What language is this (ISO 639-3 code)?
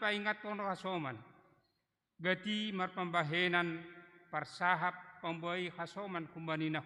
bts